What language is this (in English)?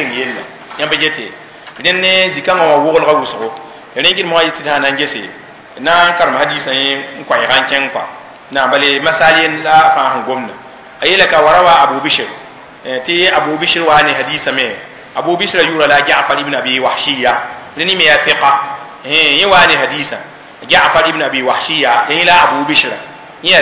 Mossi